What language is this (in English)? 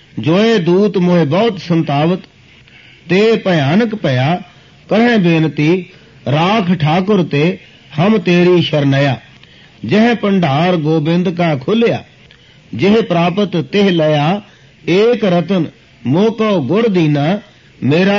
Punjabi